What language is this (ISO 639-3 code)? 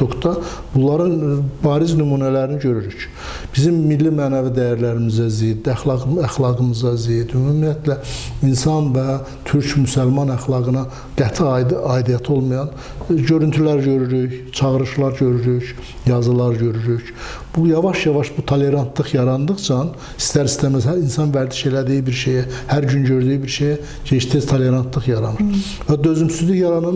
aze